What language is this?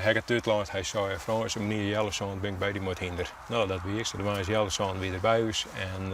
Western Frisian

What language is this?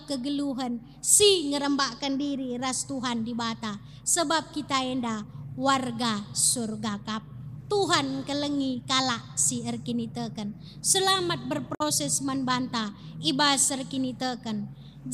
Batak Karo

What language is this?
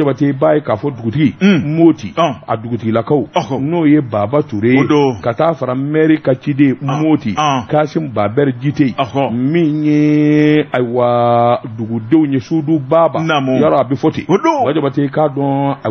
Bambara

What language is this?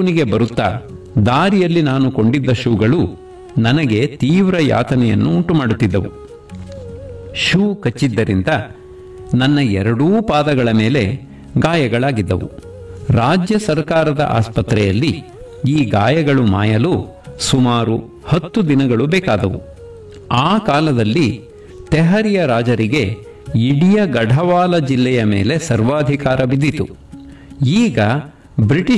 Kannada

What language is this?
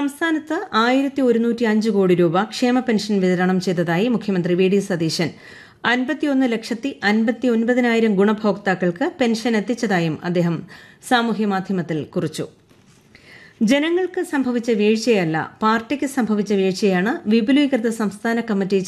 Malayalam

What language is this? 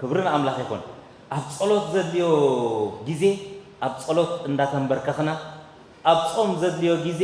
Tigrinya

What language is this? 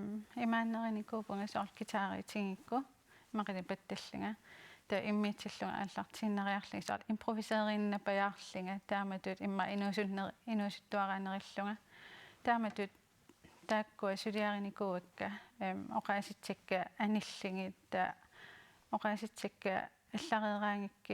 Kalaallisut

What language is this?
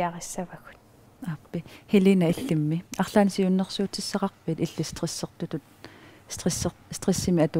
Kalaallisut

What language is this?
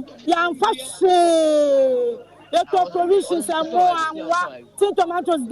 Akan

